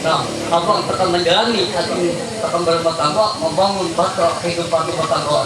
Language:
Ma'anyan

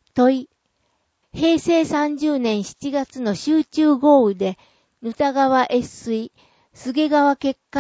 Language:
Japanese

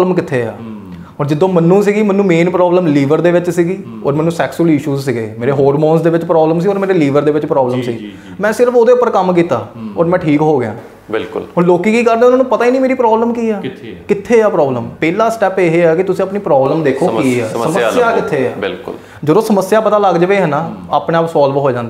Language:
Punjabi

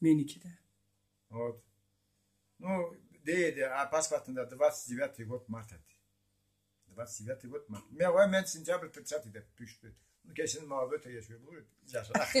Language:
Karachay-Balkar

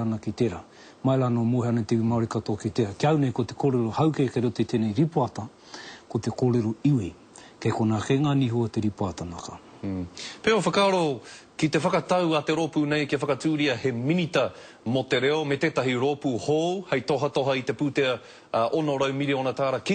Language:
Māori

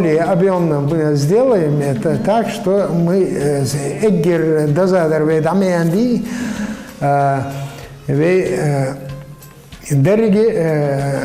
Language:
Ingush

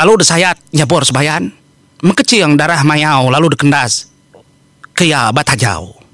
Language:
Iban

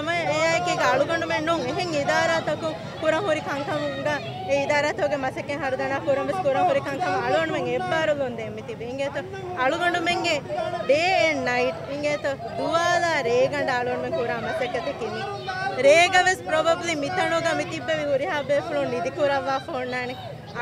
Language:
Divehi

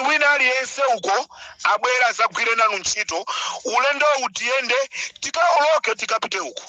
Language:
Nyanja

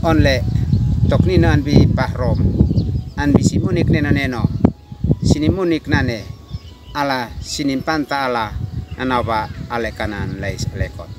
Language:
Uab Meto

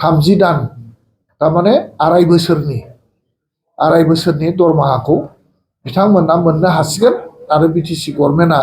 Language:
Bodo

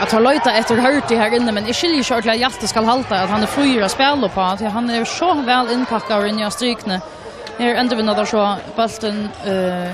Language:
Faroese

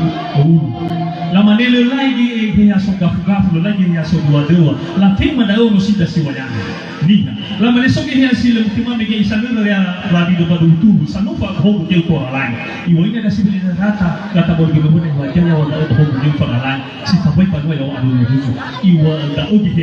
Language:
Nias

